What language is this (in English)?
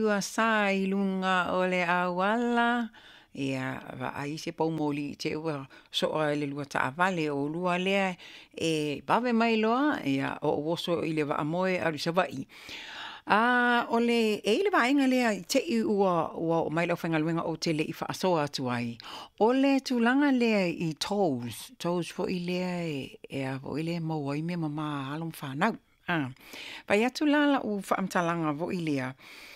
Samoan